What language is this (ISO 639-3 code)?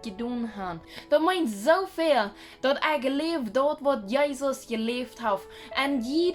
pdt